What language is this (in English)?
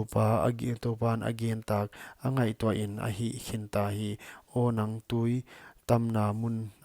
Paite Chin